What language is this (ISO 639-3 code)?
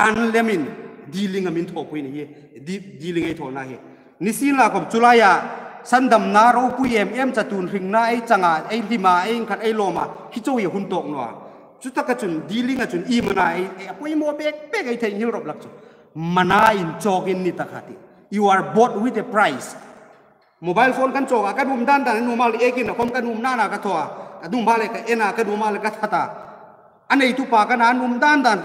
hmr